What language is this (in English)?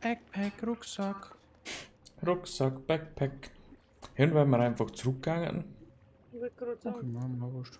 Bavarian